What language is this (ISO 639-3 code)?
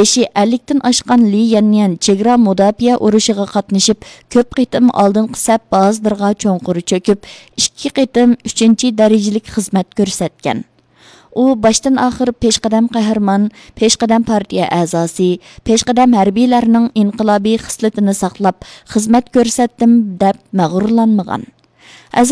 uig